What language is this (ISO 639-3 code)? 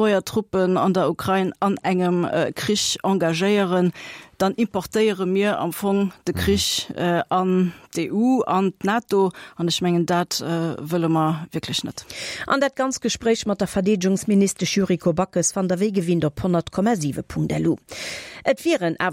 ltz